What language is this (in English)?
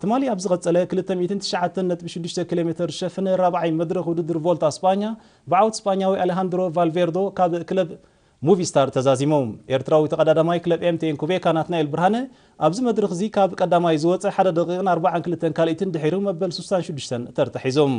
Tigrinya